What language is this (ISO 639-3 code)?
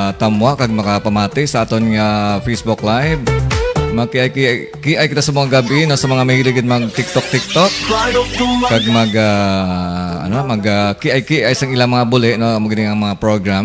hil